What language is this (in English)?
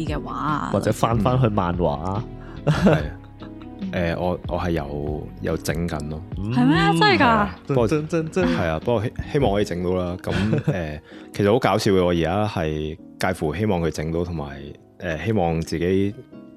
Cantonese